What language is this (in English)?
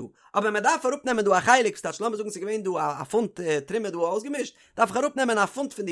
Yiddish